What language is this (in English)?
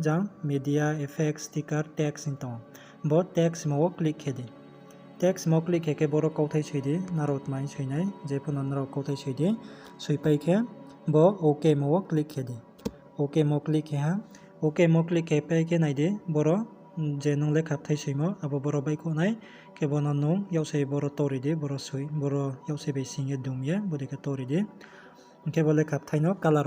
Riang (India)